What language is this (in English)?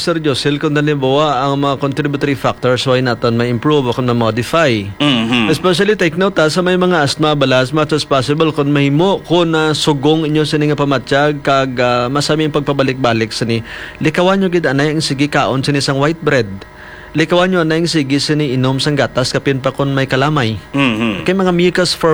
Hiligaynon